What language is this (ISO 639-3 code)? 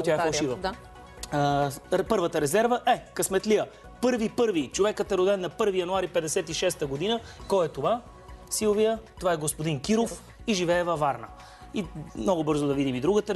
bul